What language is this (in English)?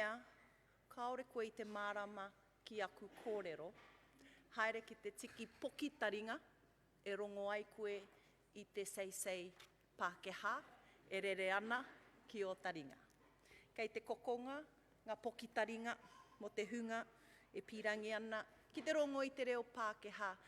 Māori